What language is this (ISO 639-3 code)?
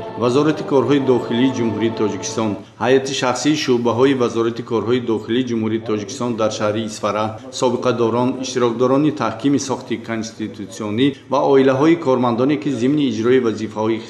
tgk